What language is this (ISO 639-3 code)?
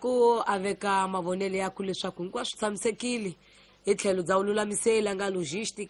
tso